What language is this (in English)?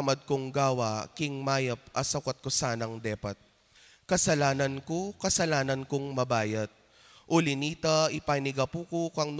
Pampanga